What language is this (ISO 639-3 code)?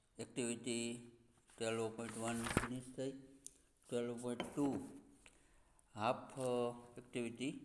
guj